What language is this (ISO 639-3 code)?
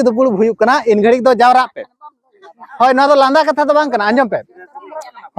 sat